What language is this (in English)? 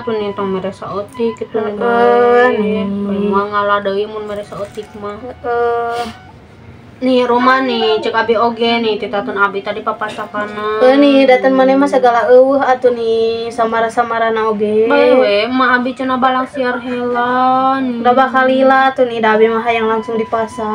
Sundanese